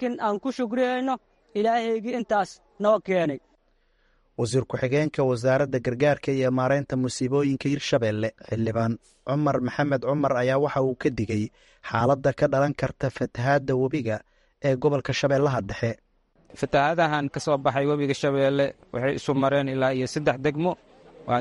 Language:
Somali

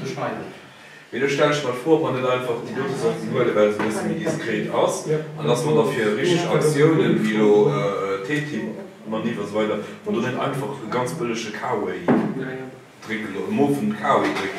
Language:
Luxembourgish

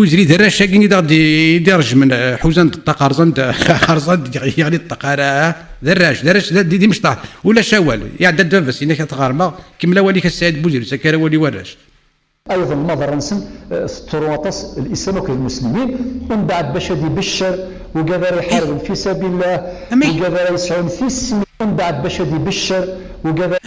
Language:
Kabyle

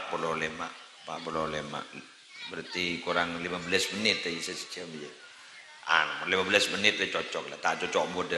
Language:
Madurese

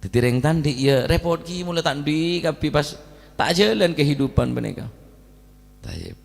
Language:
Madurese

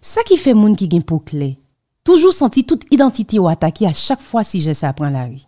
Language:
Haitian Creole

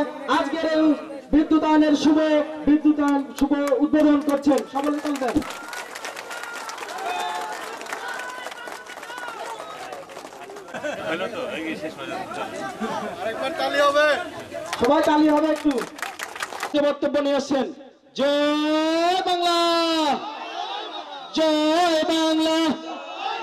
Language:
Bangla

